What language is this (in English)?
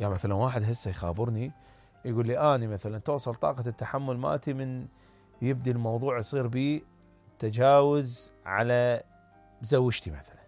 Mesopotamian Arabic